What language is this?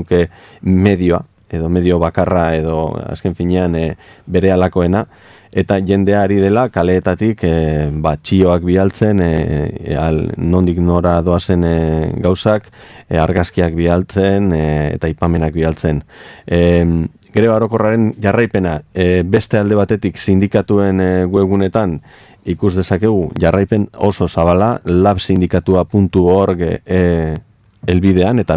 Basque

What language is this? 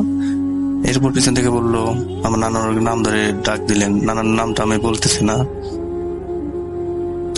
Bangla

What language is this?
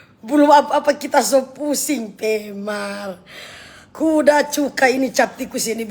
Manado Malay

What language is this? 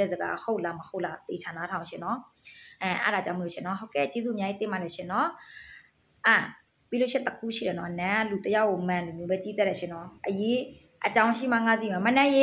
Burmese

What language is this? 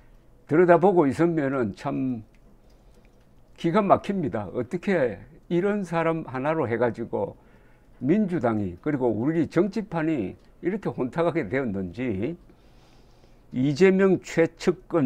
Korean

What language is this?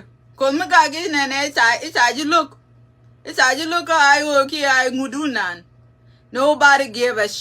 Nuer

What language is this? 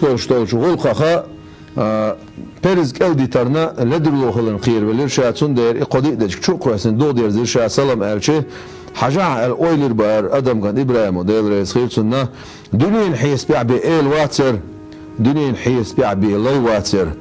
Chechen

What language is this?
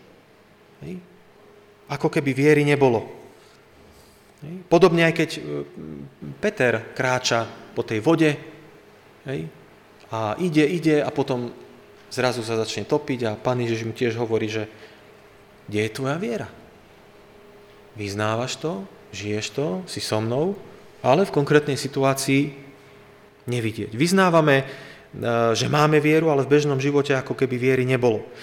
Slovak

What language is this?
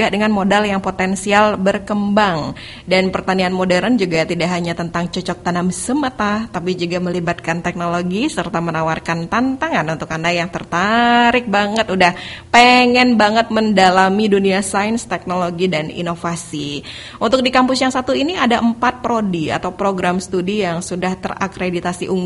Indonesian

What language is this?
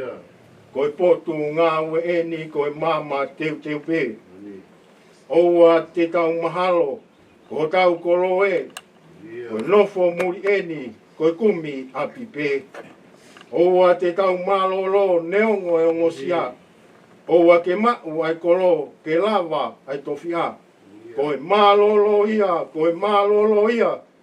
Tongan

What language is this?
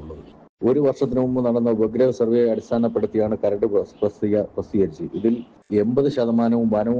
Malayalam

